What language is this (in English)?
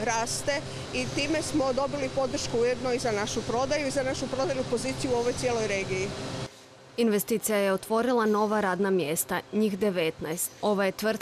Croatian